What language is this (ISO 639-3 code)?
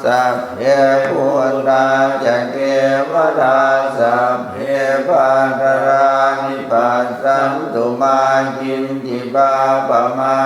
pli